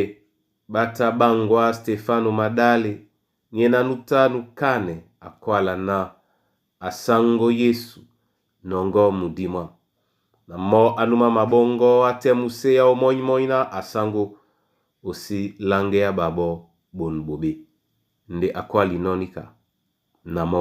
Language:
Duala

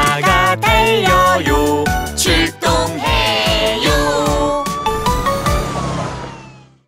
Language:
Korean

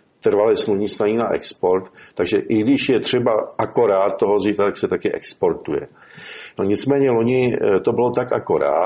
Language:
Czech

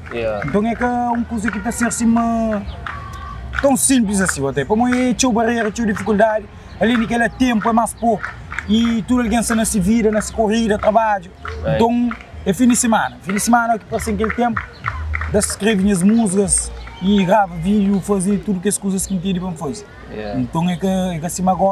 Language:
Kabuverdianu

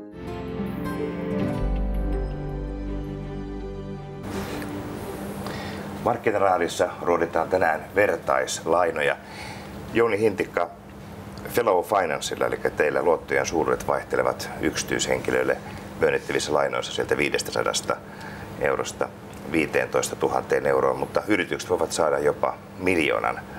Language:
Finnish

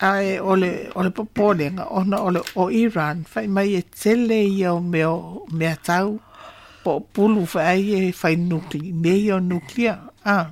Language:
Samoan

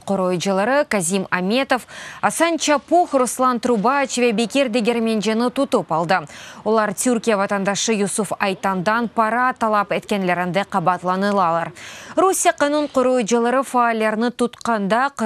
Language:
Crimean Tatar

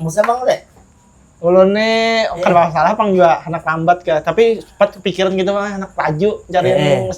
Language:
Banjar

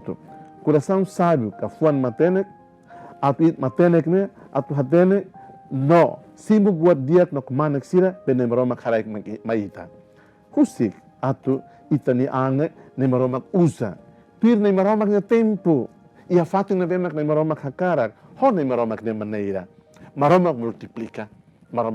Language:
Tetum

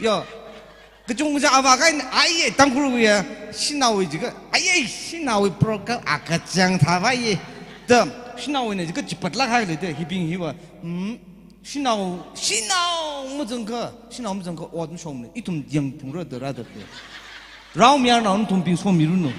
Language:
Tangkhul Naga (India)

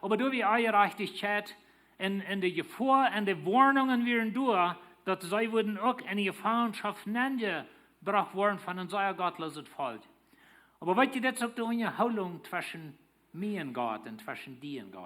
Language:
Plautdietsch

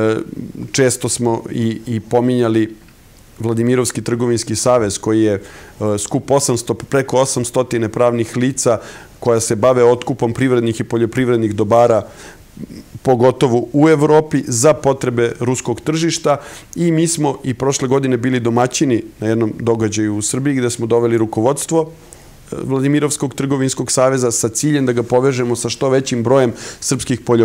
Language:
Serbian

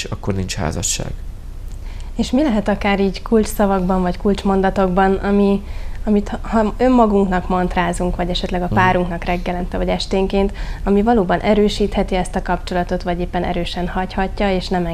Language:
Hungarian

